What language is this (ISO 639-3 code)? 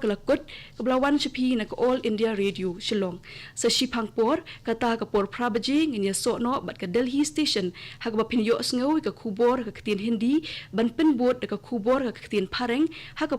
kha